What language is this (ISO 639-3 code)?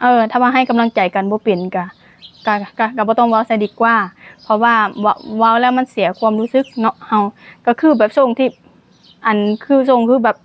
lao